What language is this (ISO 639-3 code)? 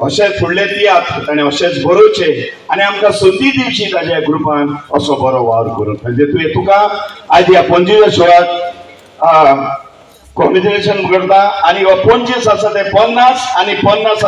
kok